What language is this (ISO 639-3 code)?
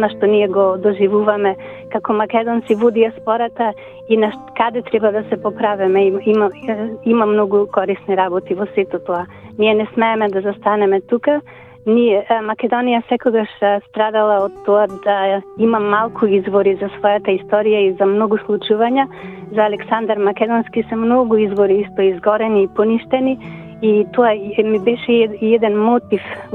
mkd